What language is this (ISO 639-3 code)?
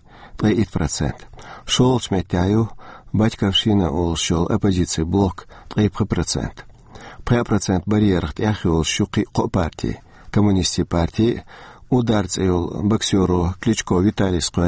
che